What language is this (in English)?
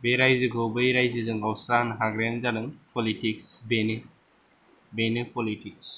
Bodo